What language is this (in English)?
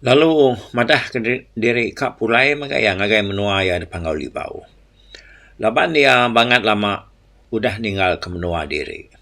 Iban